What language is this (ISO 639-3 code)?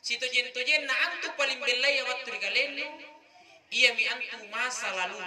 mak